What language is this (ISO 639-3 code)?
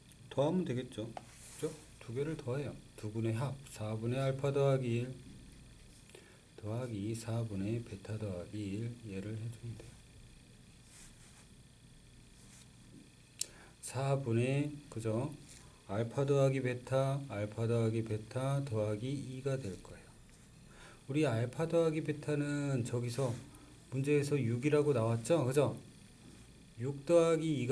kor